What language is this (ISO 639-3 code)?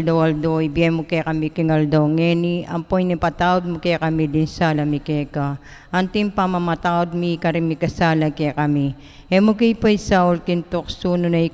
pam